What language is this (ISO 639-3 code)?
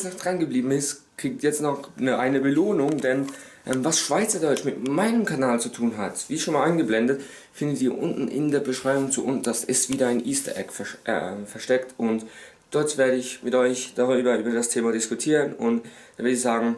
gsw